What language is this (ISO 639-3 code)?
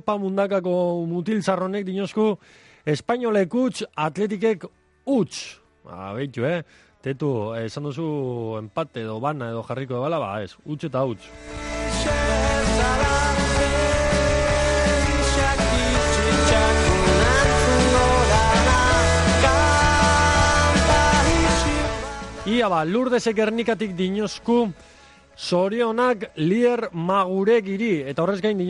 eus